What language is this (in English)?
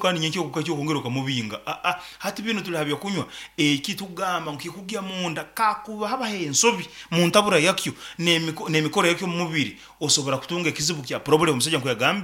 Nyankole